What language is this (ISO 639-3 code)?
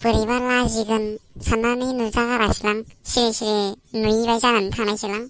brx